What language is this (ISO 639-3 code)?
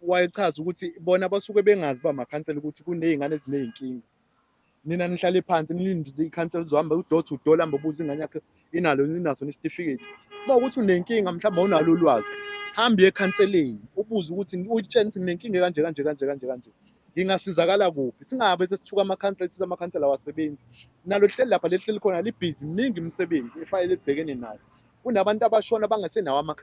zul